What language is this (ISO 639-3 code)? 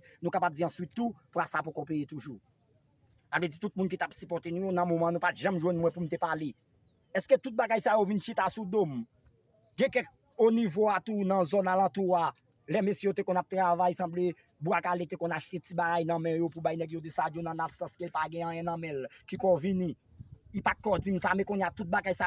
hat